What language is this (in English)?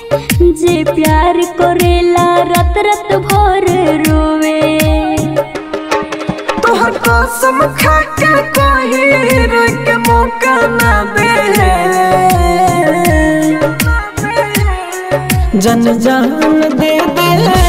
Bhojpuri